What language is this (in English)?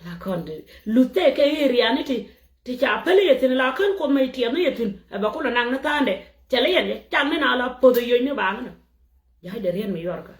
Nuer